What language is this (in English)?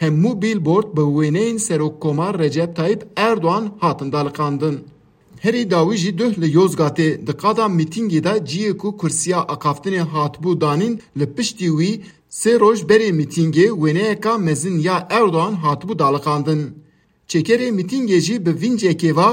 Kurdish